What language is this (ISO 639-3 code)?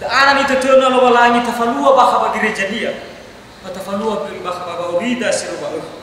nia